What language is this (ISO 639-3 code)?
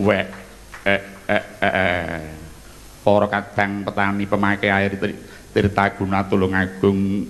jav